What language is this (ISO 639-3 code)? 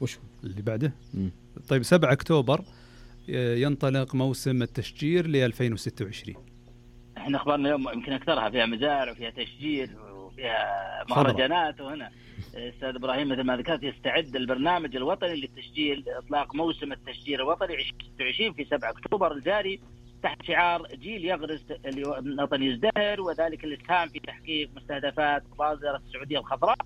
ars